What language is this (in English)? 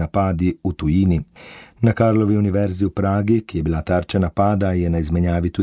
Slovenian